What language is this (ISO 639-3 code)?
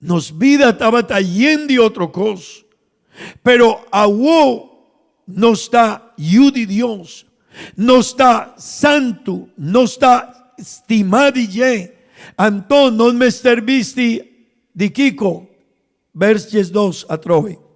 pap